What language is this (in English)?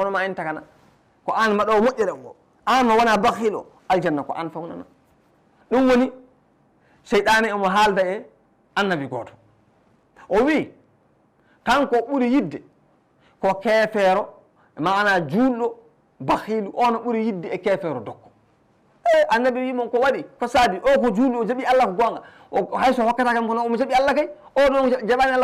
Fula